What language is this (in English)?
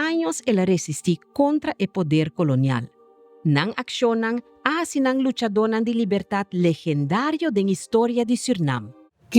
Papiamento